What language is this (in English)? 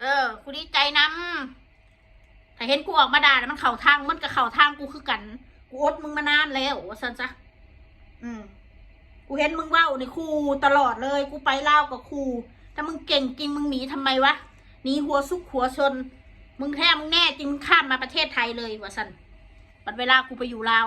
Northeastern Thai